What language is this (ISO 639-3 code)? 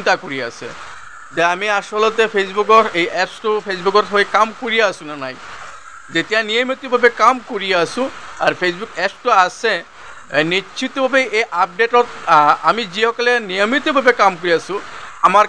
asm